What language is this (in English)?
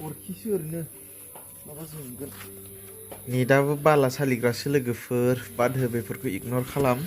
Bodo